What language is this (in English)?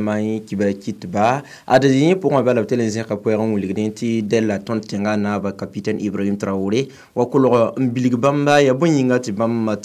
Mossi